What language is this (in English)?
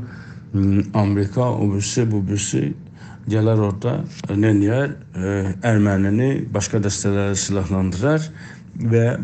South Azerbaijani